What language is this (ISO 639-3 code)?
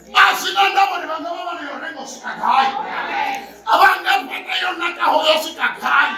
ven